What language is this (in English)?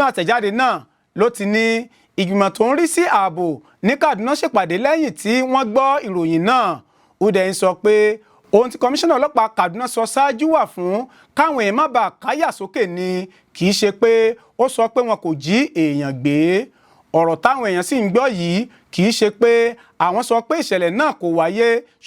Yoruba